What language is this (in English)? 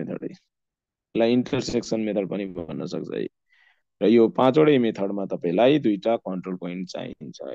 Nepali